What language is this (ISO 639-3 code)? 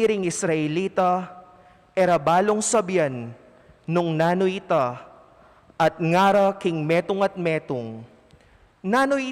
pam